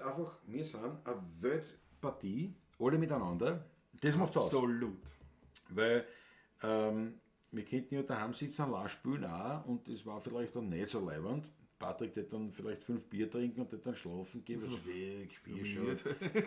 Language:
Bavarian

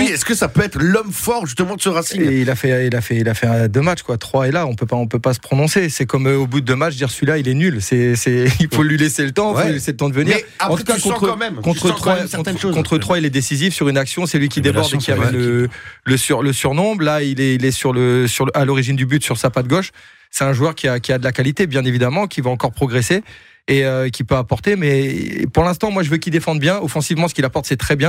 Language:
French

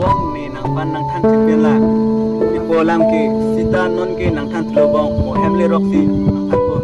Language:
Karbi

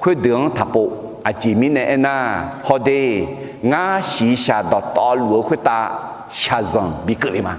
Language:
Akha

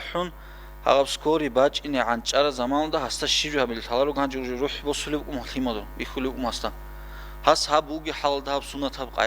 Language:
Avaric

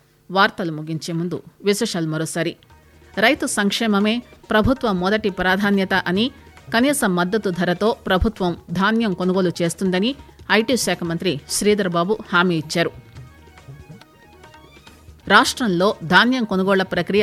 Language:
Telugu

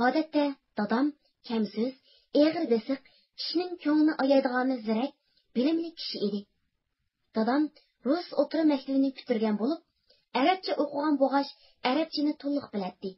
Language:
Uyghur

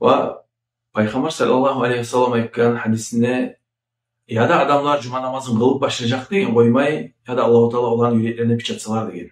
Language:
Kumyk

